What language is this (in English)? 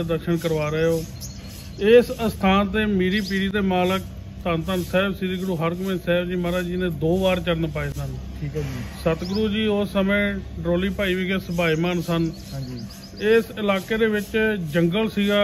Punjabi